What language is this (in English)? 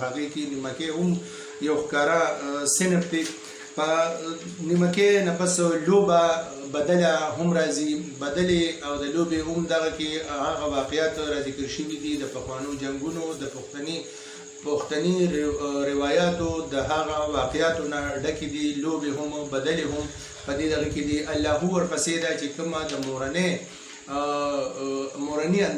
Pashto